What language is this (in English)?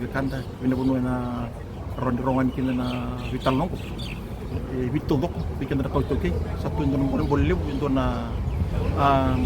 Fijian